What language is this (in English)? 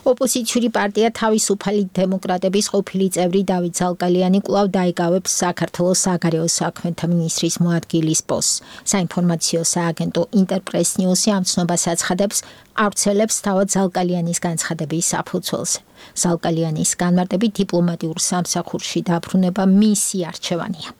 Georgian